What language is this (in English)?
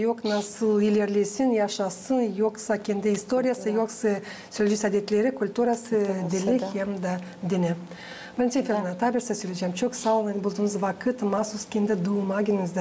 Gagauz